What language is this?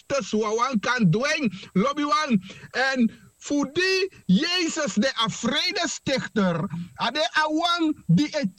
Sranan Tongo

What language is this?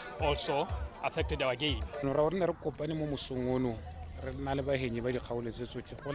Tswana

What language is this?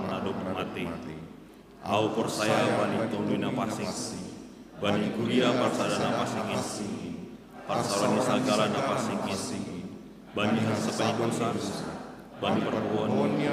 Batak Simalungun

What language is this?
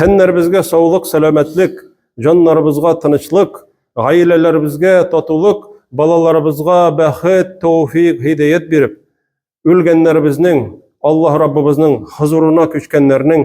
Tatar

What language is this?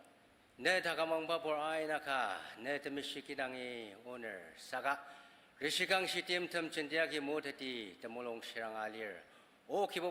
Ao Naga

